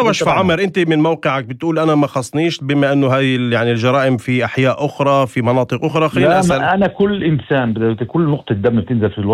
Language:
North Levantine Arabic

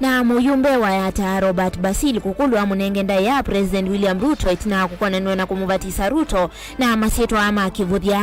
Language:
Kamba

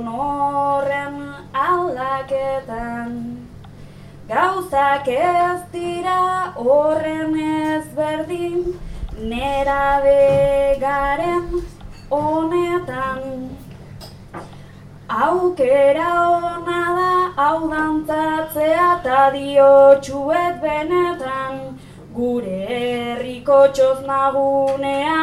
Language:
Basque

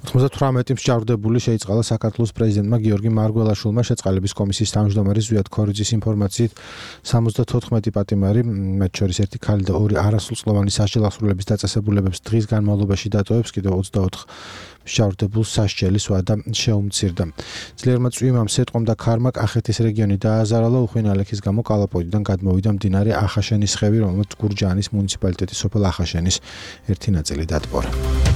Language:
Georgian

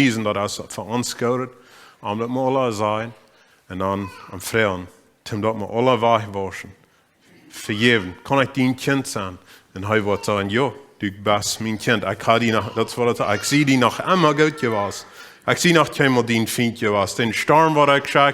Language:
Plautdietsch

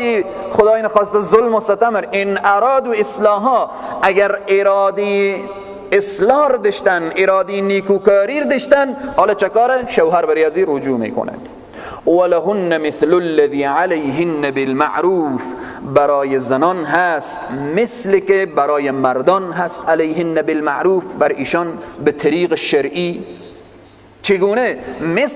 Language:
Persian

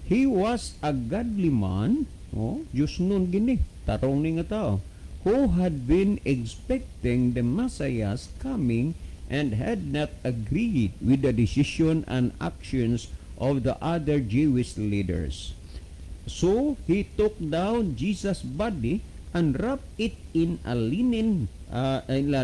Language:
Cebuano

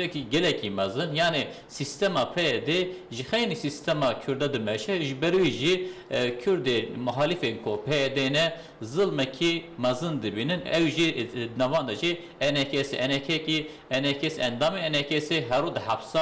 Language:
Kurdish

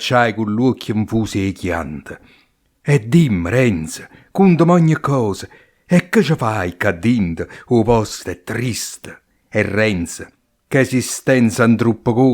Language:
Neapolitan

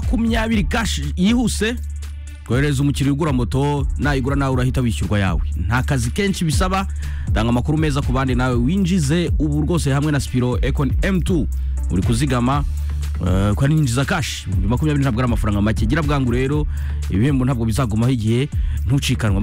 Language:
Kinyarwanda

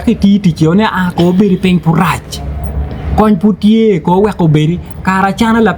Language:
Acoli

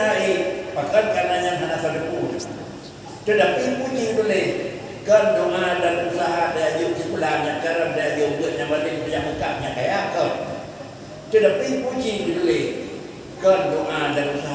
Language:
Achinese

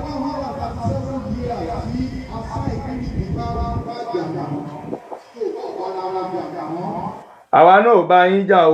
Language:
Yoruba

